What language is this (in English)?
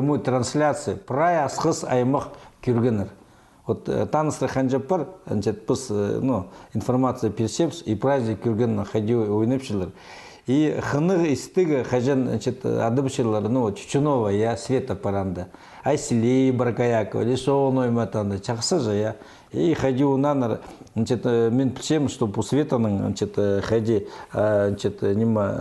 Khakas